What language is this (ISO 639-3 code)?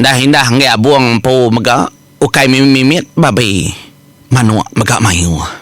iba